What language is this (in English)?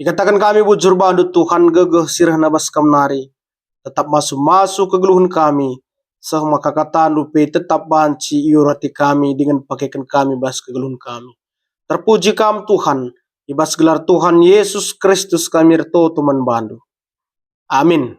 Batak Karo